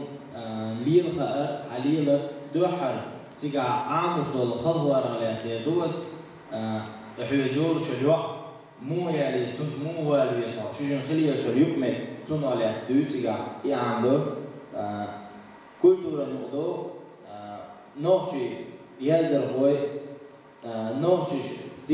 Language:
Chechen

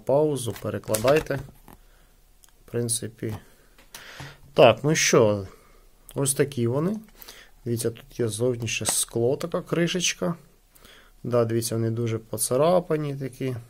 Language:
Ukrainian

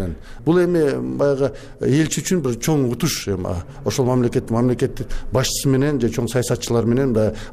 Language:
Kyrgyz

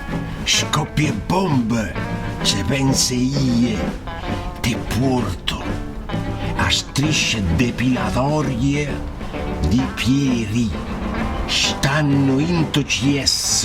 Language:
Friulian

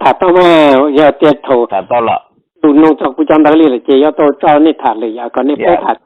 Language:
Hmong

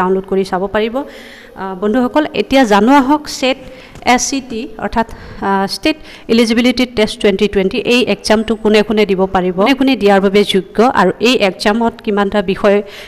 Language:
Assamese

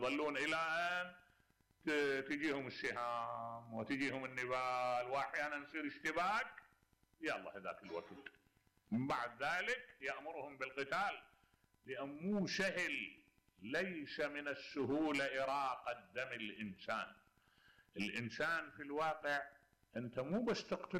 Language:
Mesopotamian Arabic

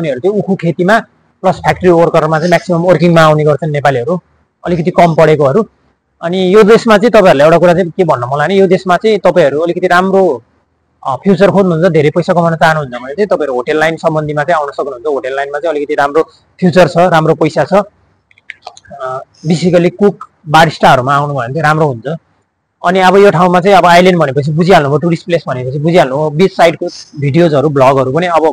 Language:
Nepali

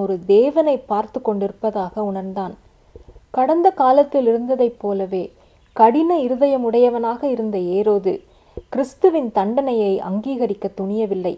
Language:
Tamil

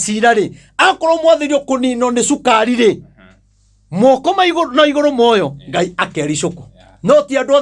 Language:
Kikuyu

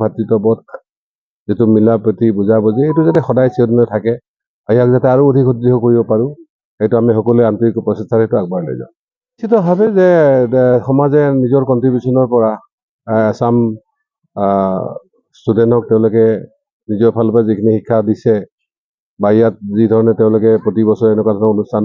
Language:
Assamese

